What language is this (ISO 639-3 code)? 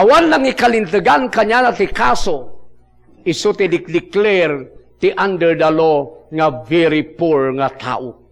ilo